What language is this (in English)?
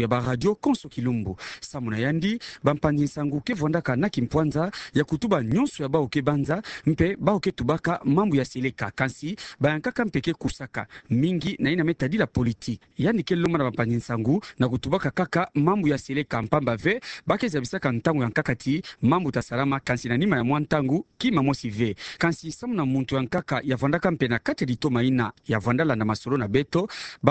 Kituba (Democratic Republic of Congo)